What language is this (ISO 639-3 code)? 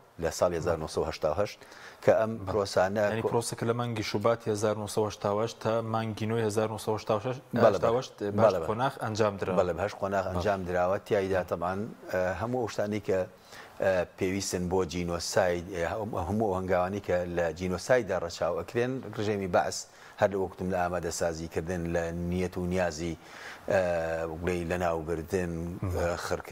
ckb